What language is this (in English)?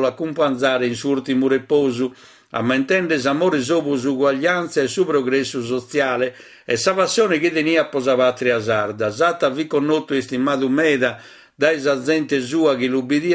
Sardinian